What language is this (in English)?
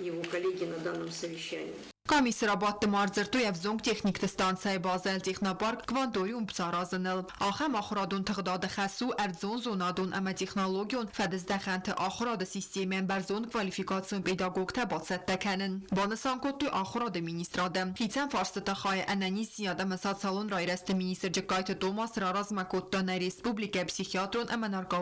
Ossetic